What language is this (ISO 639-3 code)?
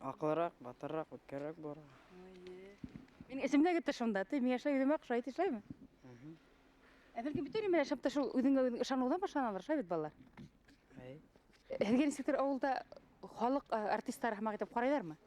bak